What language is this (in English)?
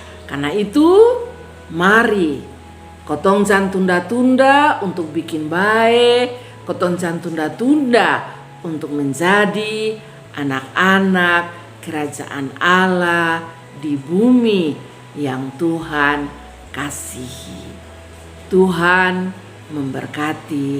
Kupang Malay